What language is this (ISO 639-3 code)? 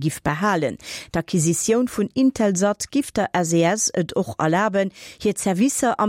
ltz